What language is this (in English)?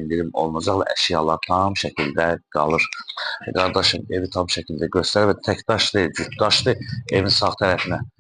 Azerbaijani